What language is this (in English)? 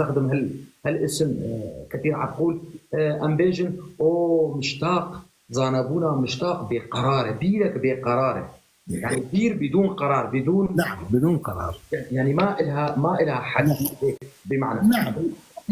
North Levantine Arabic